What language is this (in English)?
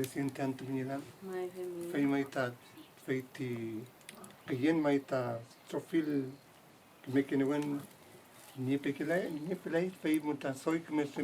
Mapuche